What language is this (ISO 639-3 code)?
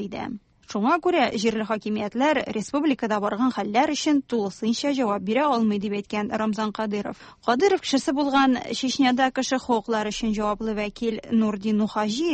tat